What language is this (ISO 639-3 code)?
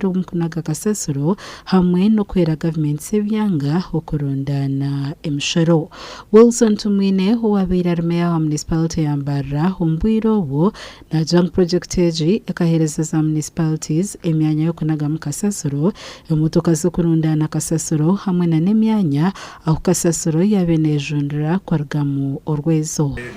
nyn